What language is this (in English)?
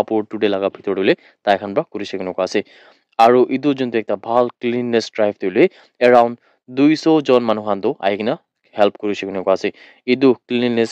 Naga Pidgin